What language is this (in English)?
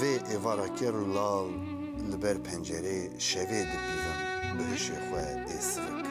Kurdish